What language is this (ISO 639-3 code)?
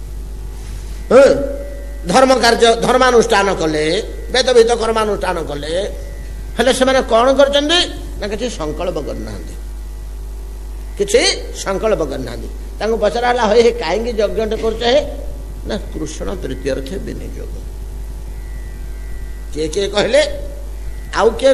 ori